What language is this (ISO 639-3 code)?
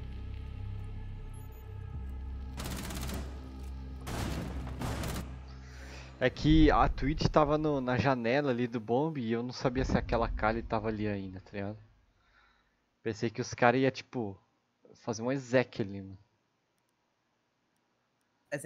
por